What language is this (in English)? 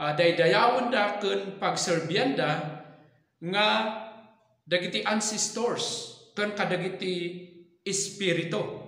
Iloko